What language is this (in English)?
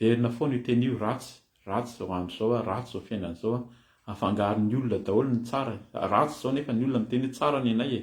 Malagasy